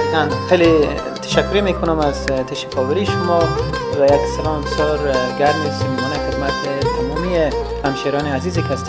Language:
Persian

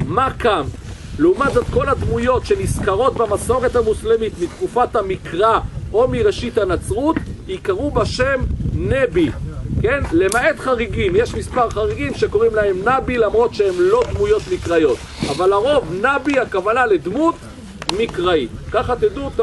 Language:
Hebrew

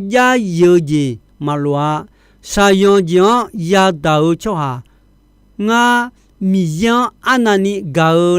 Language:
Akha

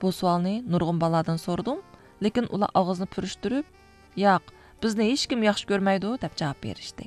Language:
Uyghur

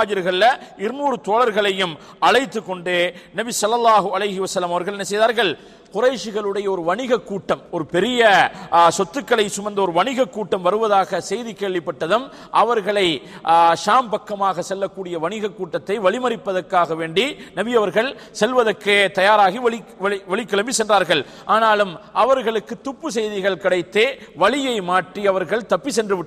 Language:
Tamil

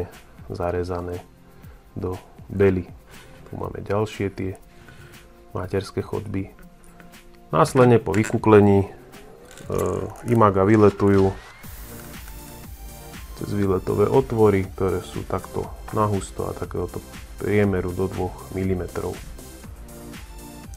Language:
Slovak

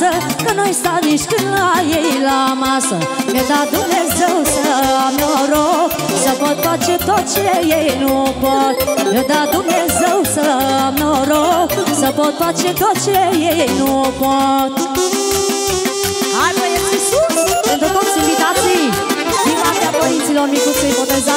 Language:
Romanian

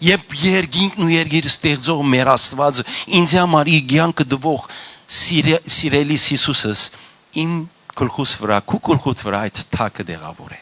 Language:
Western Armenian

